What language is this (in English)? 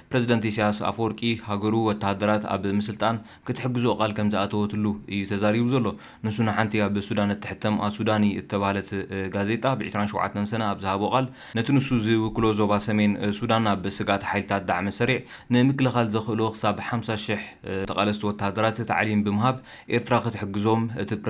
Tigrinya